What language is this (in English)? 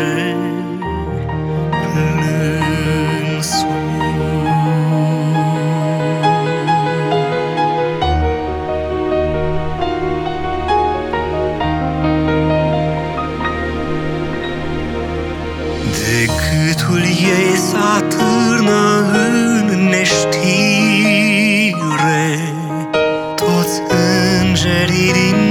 Romanian